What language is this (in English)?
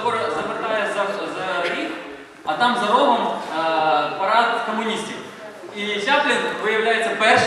Ukrainian